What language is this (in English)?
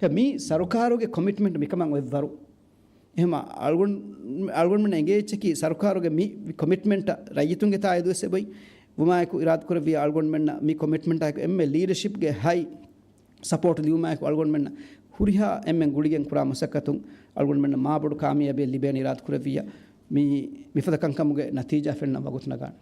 Divehi